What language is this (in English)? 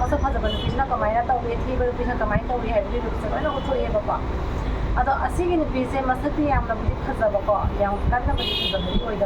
Manipuri